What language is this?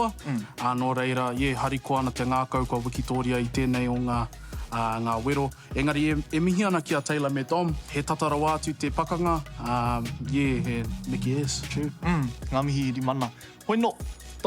Māori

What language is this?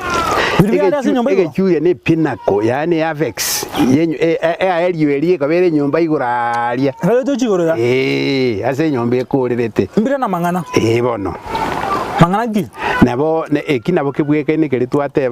Gusii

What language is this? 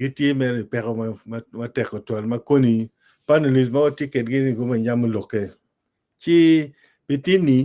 Acoli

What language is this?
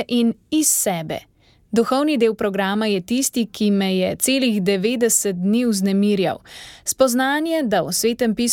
Slovenian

